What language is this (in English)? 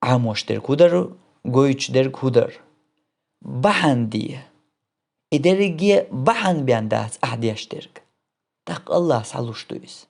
Chechen